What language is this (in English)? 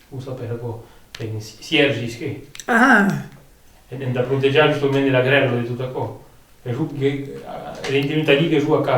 Occitan